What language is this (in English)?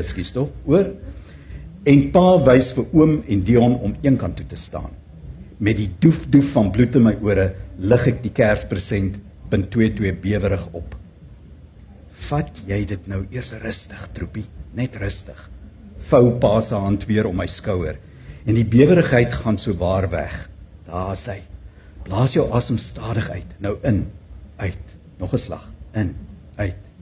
Afrikaans